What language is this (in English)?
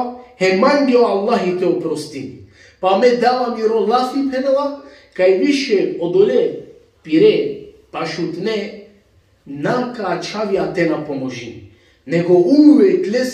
Balkan Romani